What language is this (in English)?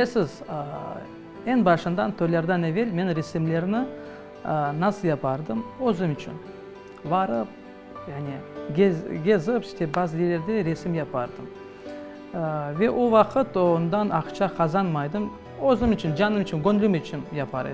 Crimean Tatar